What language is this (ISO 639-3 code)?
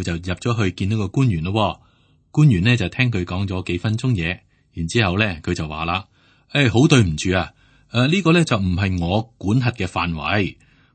yue